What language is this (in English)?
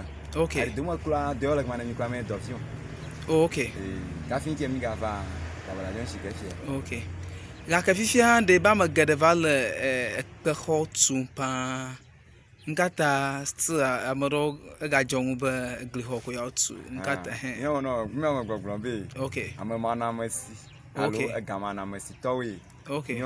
Ewe